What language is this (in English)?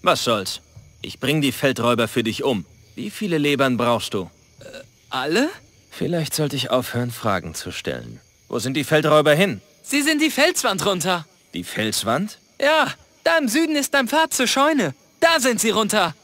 Bavarian